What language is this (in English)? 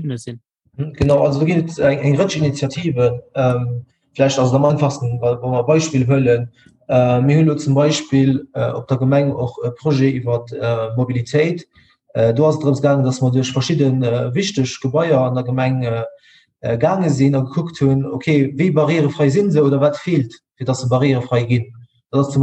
Luxembourgish